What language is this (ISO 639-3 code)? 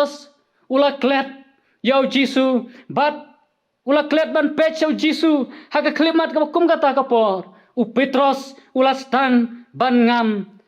kha